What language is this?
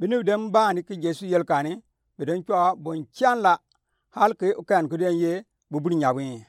Gourmanchéma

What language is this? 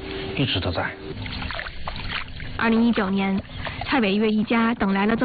Chinese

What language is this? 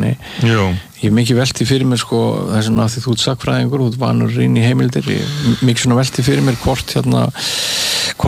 Icelandic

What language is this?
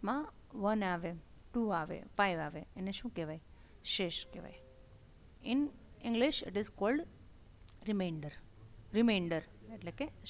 Gujarati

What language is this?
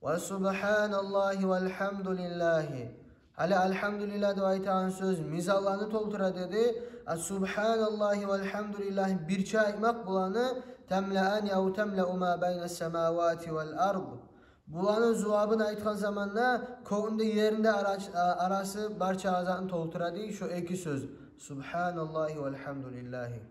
Kumyk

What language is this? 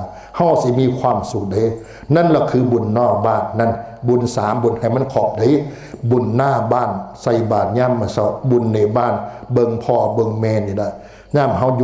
Northeastern Thai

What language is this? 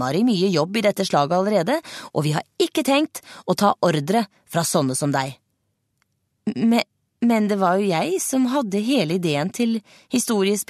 Norwegian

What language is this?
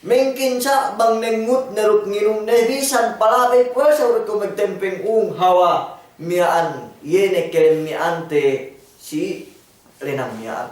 Yakan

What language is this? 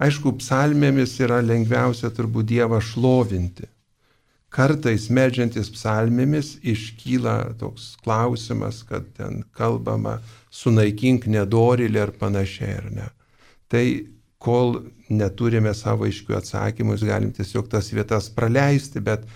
Lithuanian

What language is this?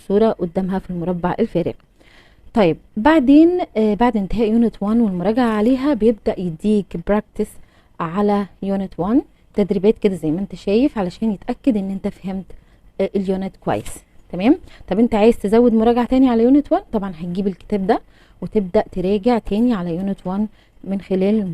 Egyptian Arabic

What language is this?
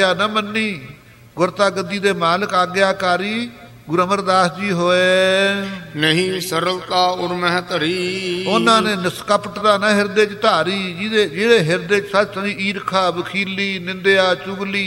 Punjabi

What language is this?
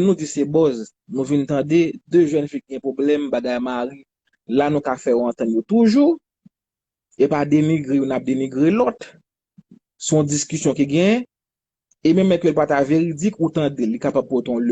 Haitian Creole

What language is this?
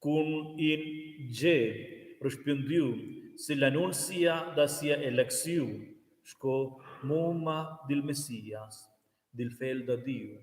Romansh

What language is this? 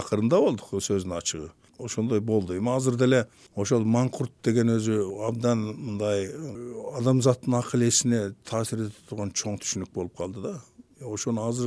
Kyrgyz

